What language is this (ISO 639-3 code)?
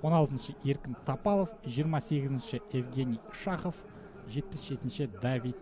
kaz